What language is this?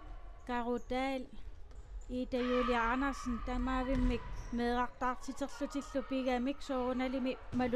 Kalaallisut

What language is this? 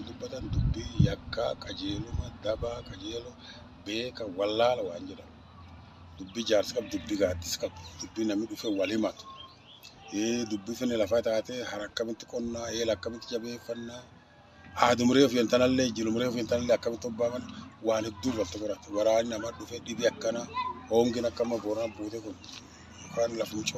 Oromo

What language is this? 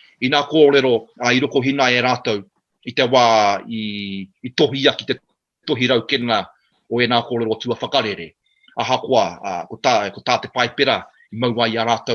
Māori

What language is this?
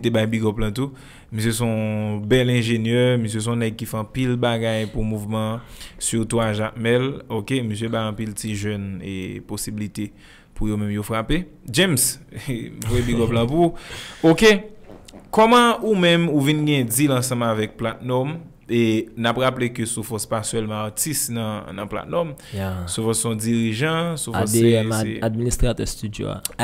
Haitian Creole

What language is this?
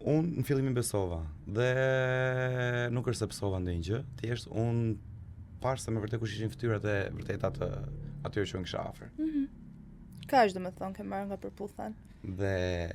Albanian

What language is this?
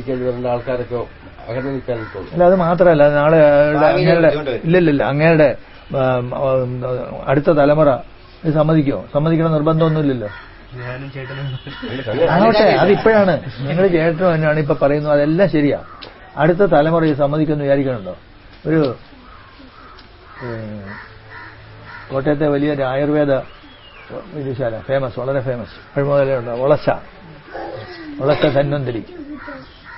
Malayalam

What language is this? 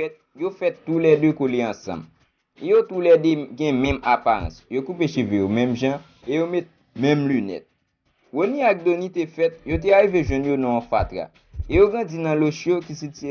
Haitian Creole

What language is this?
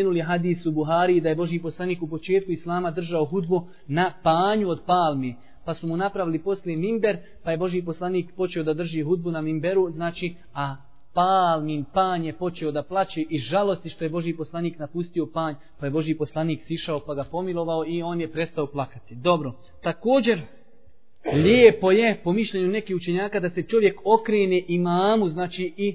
Bosnian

